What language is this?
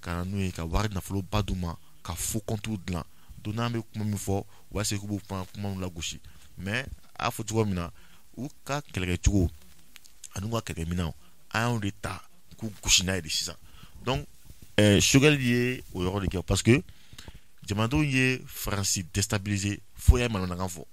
Bambara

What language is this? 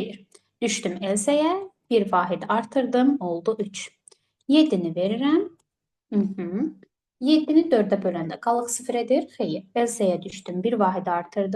Azerbaijani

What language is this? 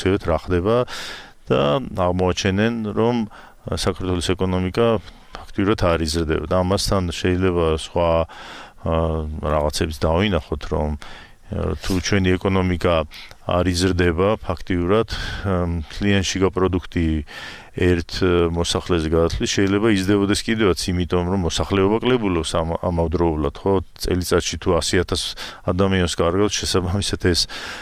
Georgian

